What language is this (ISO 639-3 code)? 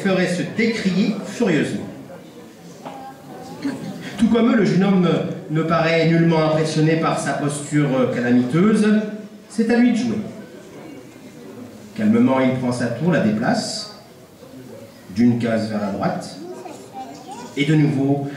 fra